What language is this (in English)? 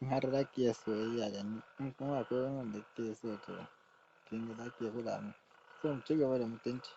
Hausa